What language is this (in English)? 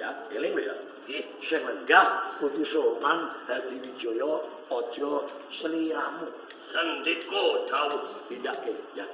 Javanese